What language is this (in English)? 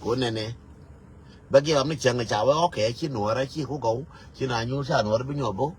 Nuer